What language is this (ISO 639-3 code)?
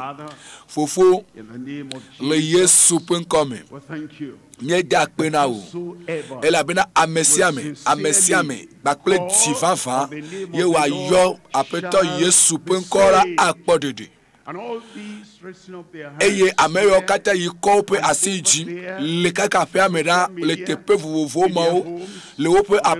ewe